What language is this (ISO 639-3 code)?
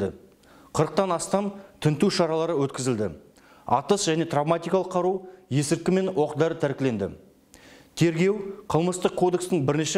kaz